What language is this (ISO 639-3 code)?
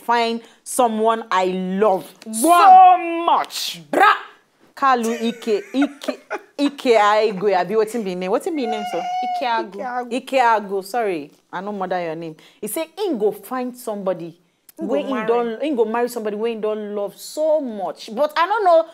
pcm